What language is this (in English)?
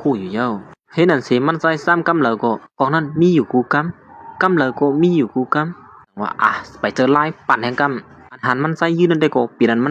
Shan